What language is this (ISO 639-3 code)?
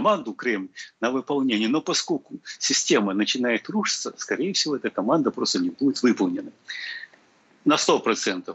rus